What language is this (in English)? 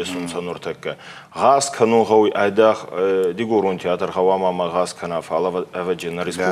Ossetic